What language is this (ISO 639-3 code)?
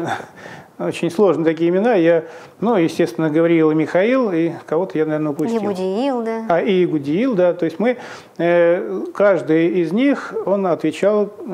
rus